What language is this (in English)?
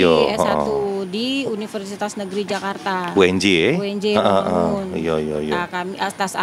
Musi